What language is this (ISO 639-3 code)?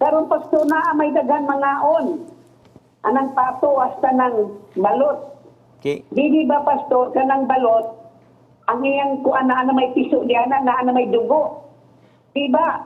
ceb